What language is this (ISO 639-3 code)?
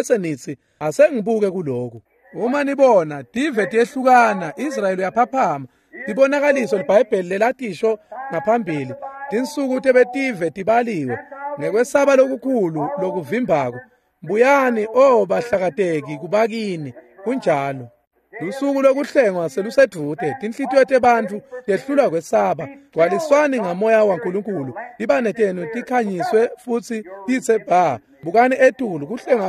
ssw